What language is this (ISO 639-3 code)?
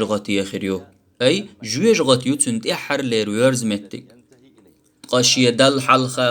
che